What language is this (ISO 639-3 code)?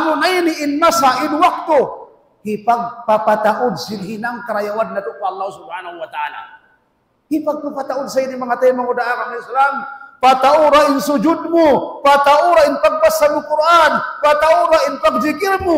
tsg